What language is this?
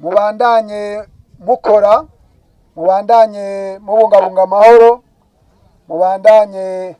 Rundi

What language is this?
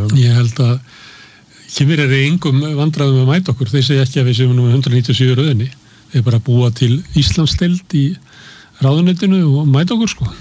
Icelandic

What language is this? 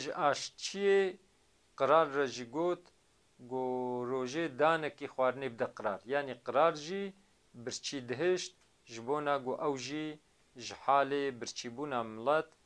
Kurdish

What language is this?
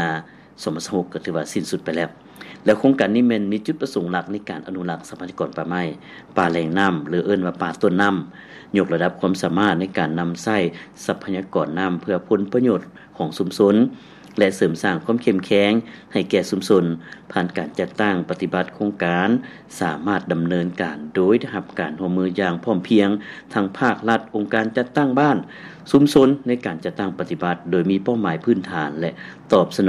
Lao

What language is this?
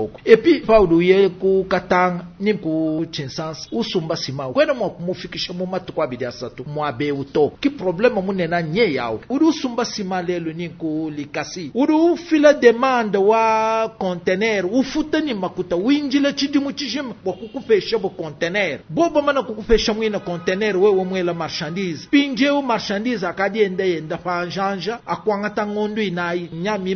Luba-Lulua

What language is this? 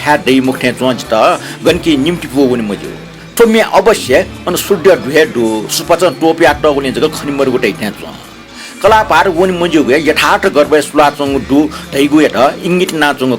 Newari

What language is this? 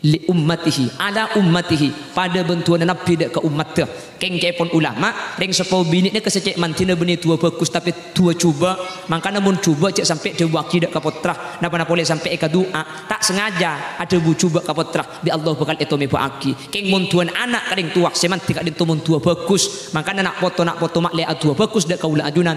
Madurese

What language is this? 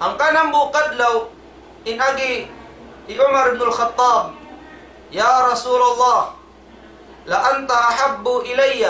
Tausug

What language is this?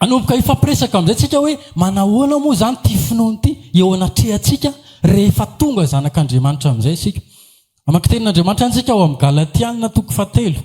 Malagasy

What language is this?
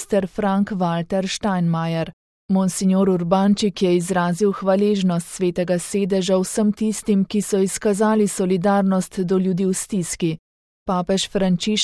Slovenian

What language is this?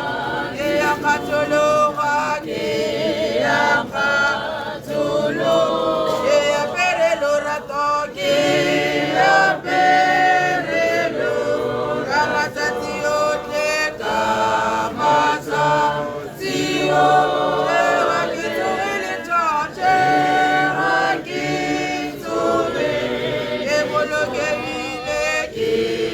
Tswana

